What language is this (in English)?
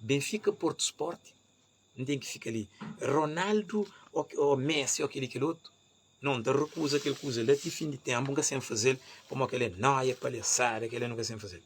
Kabuverdianu